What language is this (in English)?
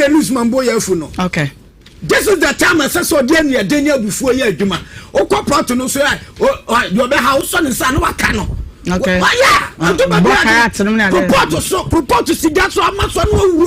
Akan